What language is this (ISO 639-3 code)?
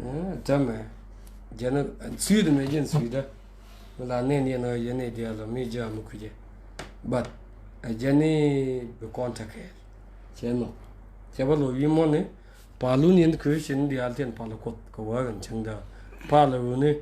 nus